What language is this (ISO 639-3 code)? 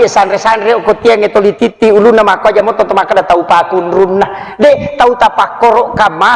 bug